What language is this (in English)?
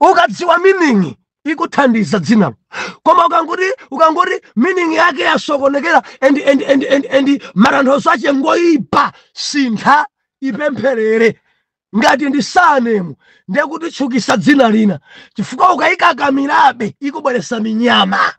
Nyanja